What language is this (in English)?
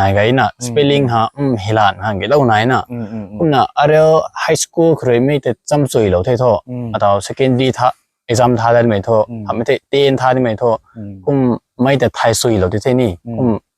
Rongmei Naga